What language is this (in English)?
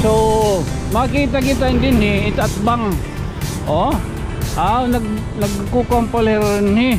Waray